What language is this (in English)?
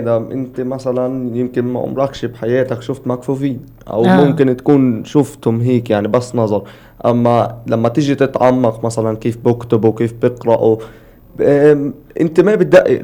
North Levantine Arabic